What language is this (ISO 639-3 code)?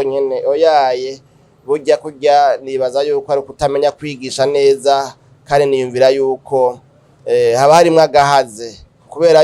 run